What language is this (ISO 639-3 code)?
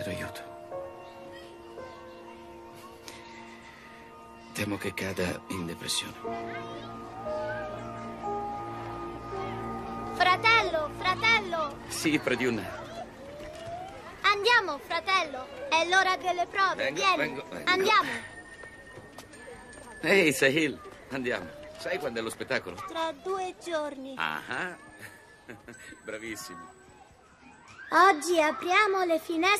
ita